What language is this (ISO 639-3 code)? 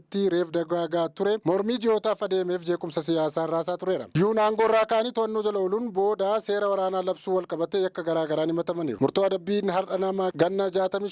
orm